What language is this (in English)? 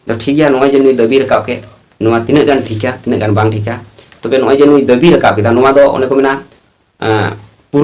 Santali